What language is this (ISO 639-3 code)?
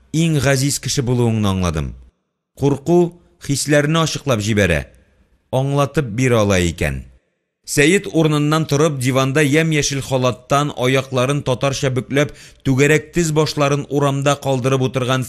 tat